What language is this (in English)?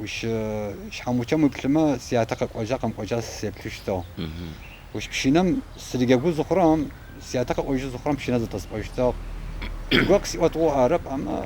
Adyghe